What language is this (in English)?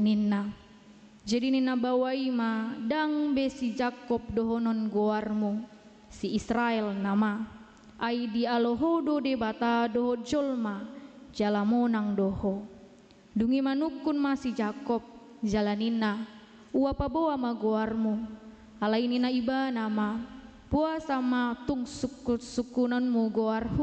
Batak Toba